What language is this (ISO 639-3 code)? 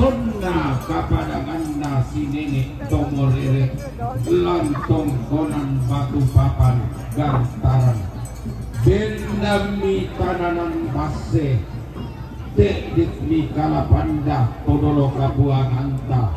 sda